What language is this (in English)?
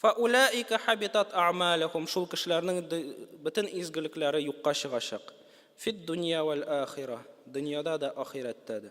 Tatar